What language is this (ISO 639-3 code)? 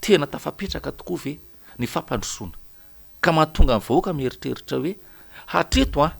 mlg